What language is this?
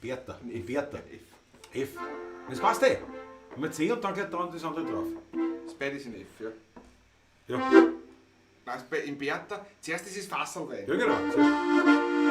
Bavarian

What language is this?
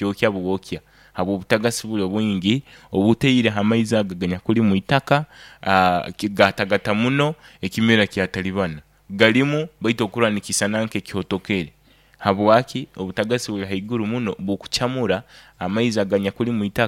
Nyoro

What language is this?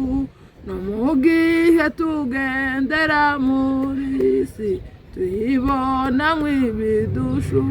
Kinyarwanda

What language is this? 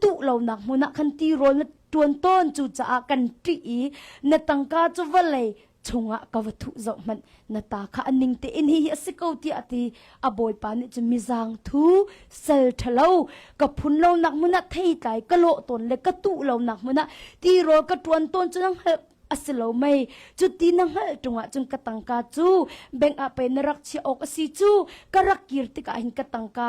Hakha Chin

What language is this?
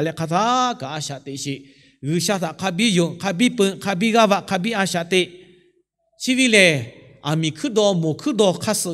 Lahu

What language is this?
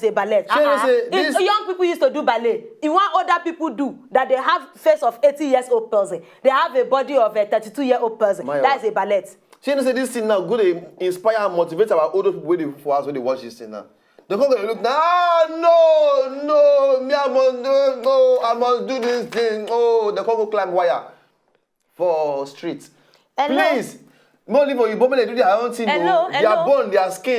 Nigerian Pidgin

